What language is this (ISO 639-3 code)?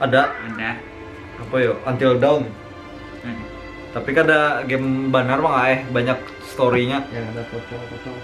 bjn